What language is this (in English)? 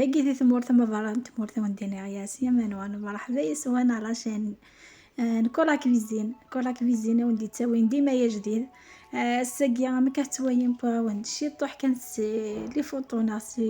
Kabyle